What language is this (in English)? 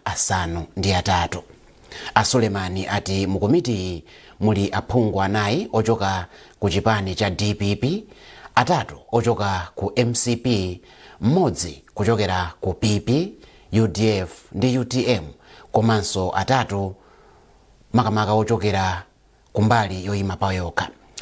Nyanja